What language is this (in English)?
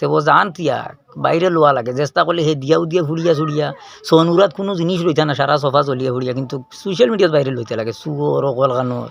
Sylheti